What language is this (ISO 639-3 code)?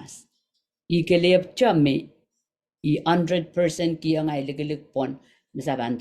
pon